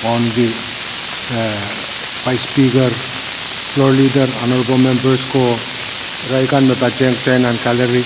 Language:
Pohnpeian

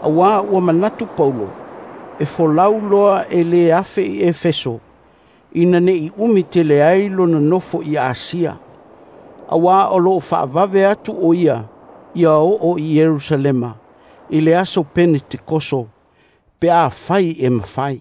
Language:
Samoan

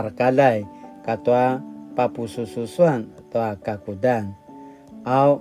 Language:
Paiwan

